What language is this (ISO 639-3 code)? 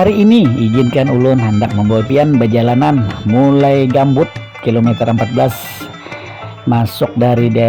bjn